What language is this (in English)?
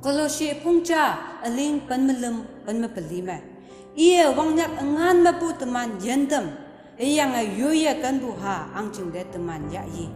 Konyak Naga